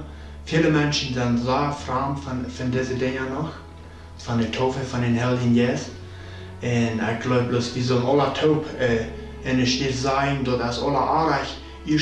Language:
Plautdietsch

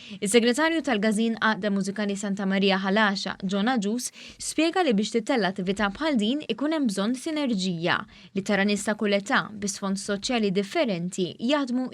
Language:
Maltese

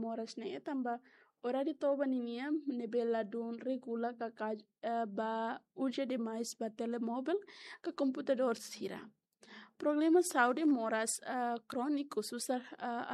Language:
Tetum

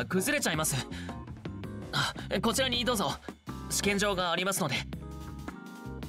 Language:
Japanese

